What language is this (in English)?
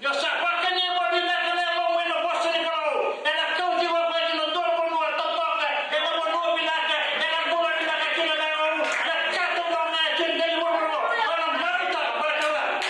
Fijian